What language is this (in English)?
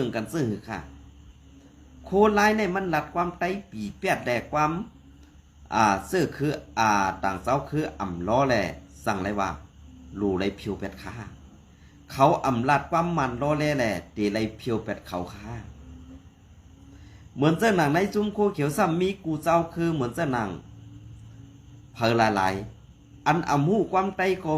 Shan